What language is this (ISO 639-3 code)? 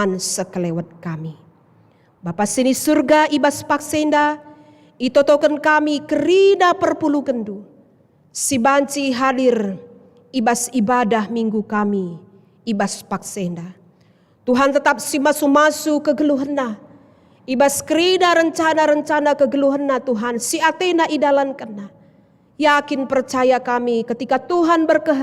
btx